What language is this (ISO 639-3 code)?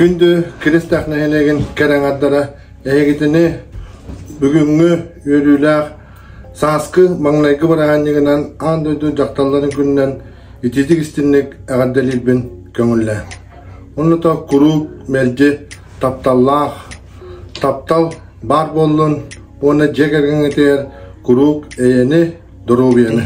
sah